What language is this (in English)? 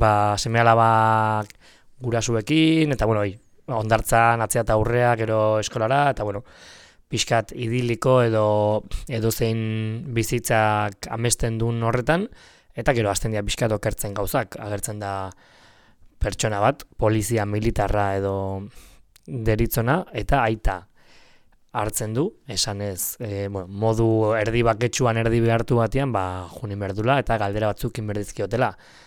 Basque